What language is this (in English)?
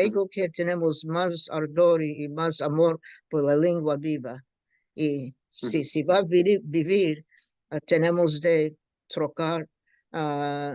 Ladino